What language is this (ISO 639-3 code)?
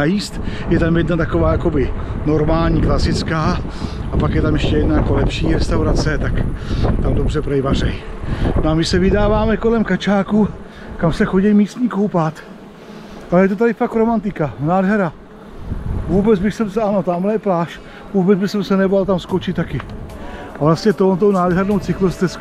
ces